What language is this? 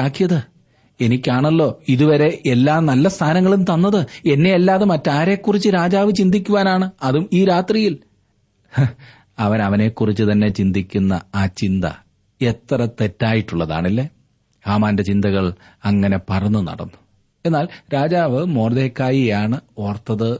Malayalam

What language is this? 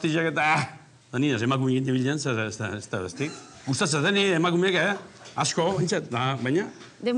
Basque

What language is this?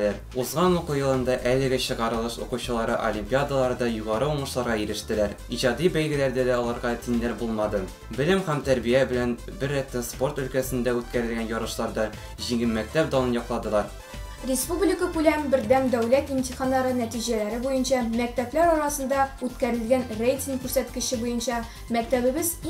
Tatar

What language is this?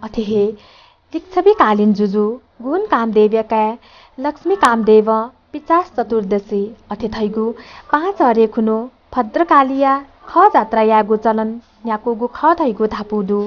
Newari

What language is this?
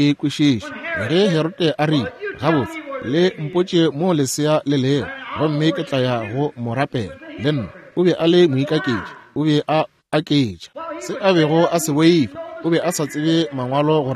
Northern Sotho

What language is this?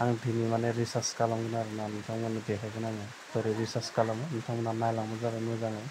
Bodo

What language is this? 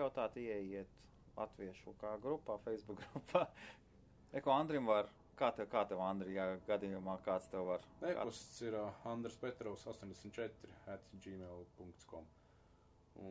Latvian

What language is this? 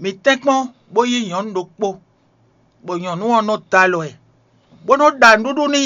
Fon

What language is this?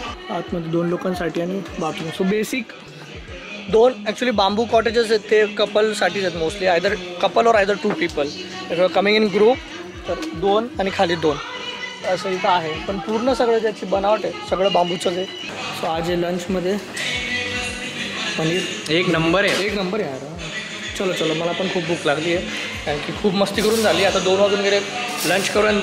Marathi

